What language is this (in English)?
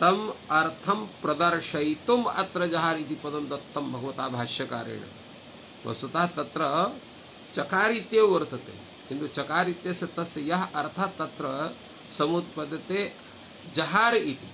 Sanskrit